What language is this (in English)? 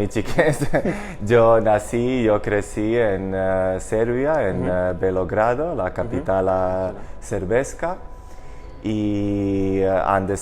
Ladino